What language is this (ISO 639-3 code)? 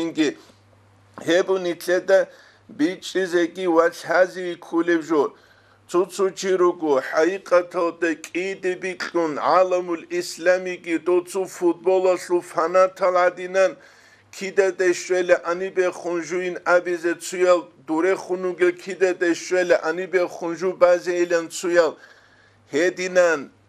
ava